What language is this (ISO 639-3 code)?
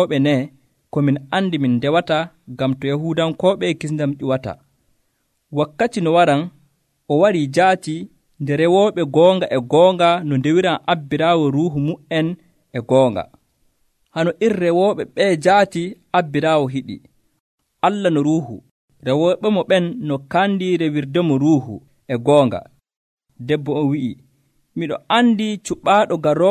fuv